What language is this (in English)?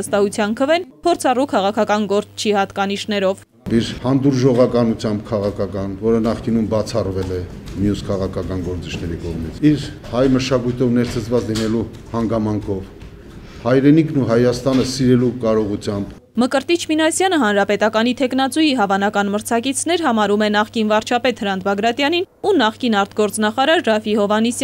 Armenian